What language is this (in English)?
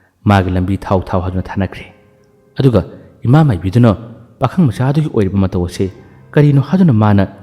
Manipuri